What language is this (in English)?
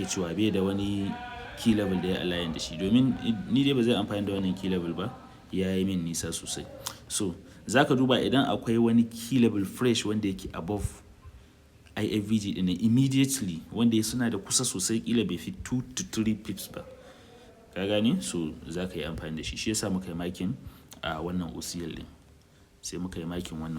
Hausa